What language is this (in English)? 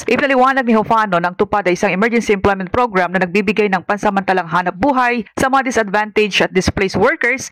Filipino